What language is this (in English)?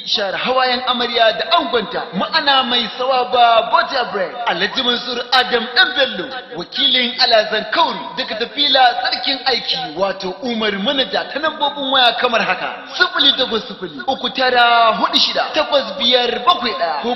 Hausa